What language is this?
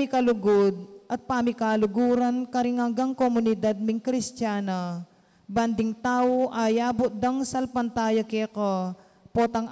Pampanga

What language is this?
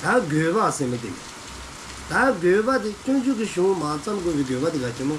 Dzongkha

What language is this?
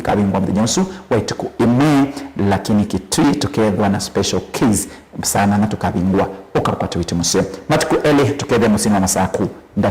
Kamba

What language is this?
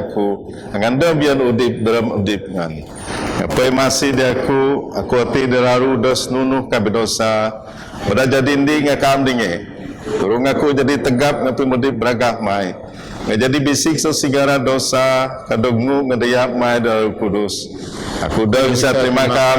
Biatah Bidayuh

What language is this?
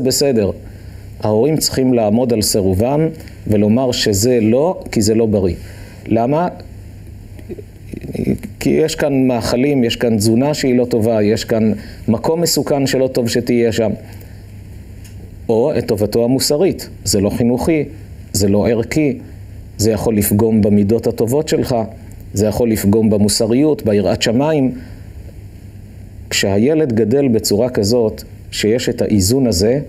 Hebrew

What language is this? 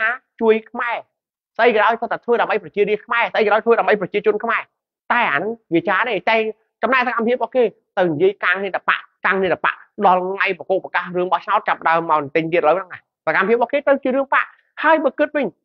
Khmer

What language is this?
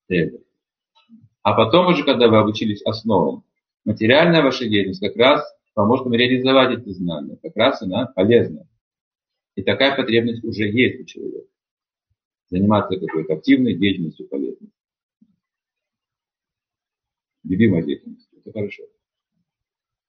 Russian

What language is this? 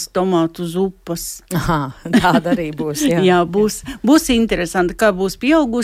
Latvian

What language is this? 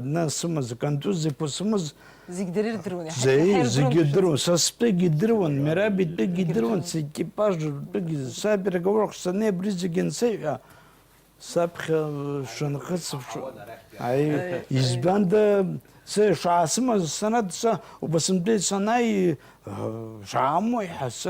Abkhazian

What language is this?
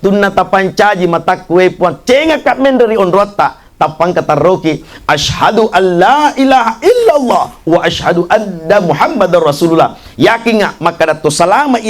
Buginese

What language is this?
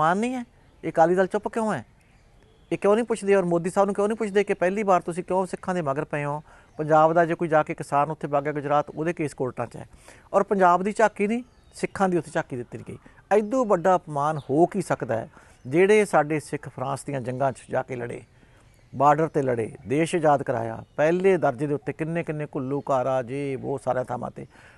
Punjabi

